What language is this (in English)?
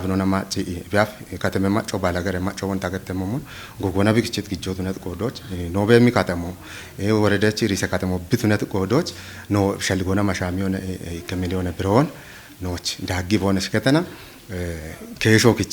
Kafa